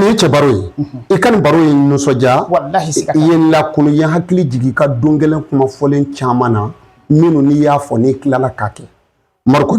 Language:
Bambara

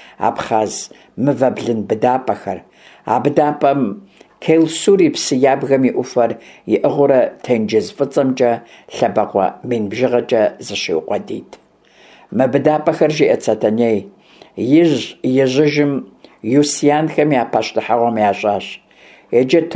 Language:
Kabardian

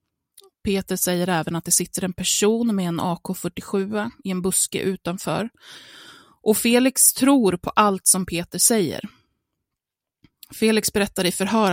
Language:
Swedish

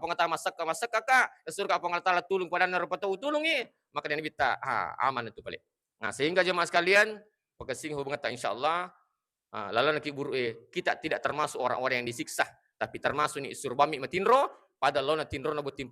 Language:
Buginese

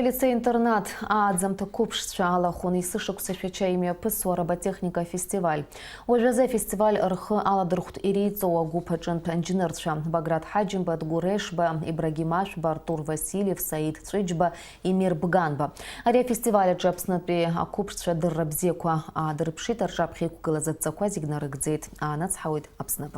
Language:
Abkhazian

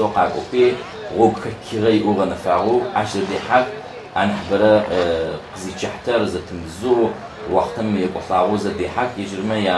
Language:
Adyghe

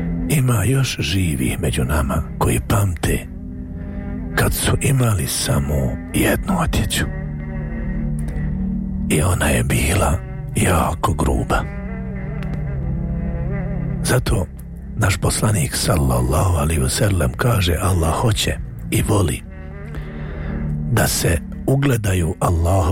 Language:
Bosnian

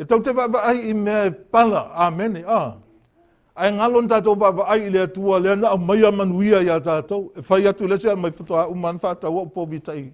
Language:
Samoan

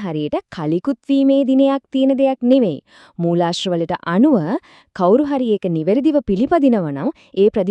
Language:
Sinhala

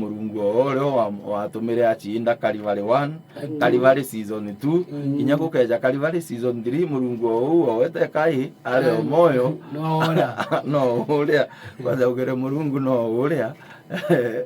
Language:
Meru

